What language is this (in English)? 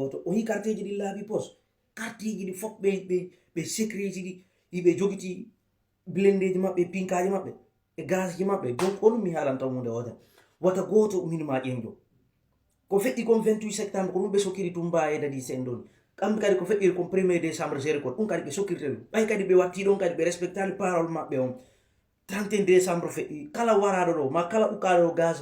Fula